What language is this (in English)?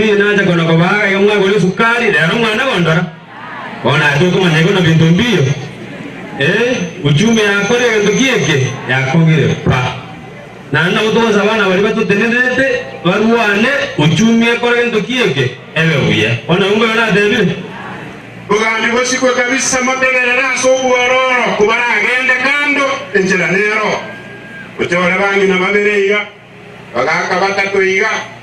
Gusii